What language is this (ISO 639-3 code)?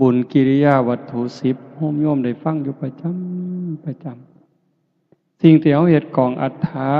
tts